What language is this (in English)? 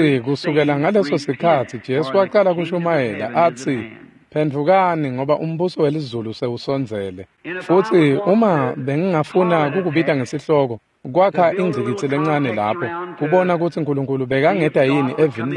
Swati